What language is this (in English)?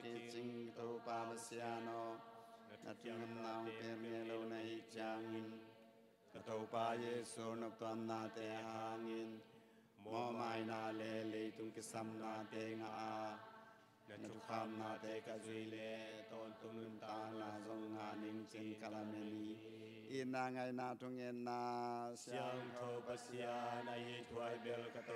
Tedim Chin